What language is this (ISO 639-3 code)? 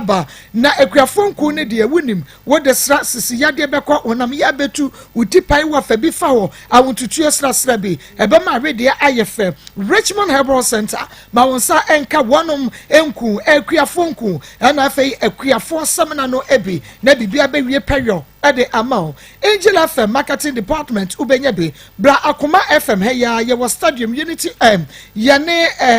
aka